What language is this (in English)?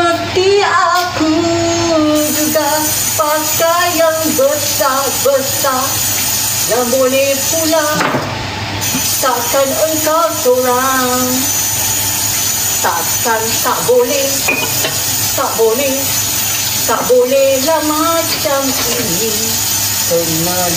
Malay